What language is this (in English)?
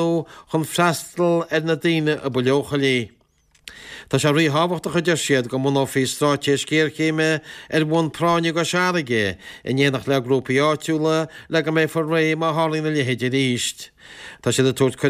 Irish